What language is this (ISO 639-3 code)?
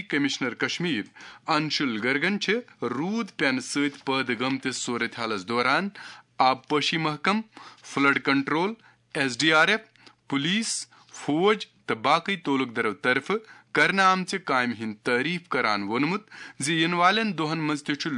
kas